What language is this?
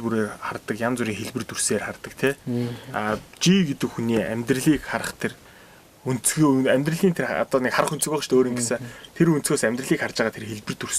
Mongolian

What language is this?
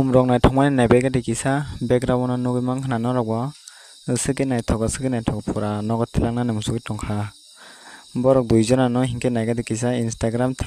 Kok Borok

